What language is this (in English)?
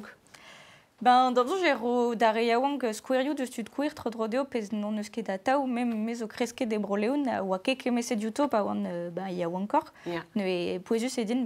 Breton